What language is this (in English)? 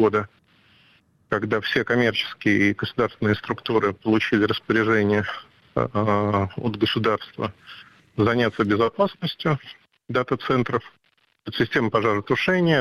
Russian